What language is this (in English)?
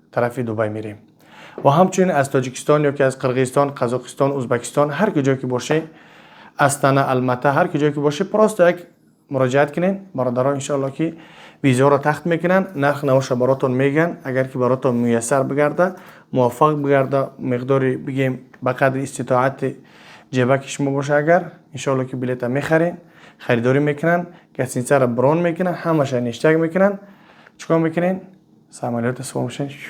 Tajik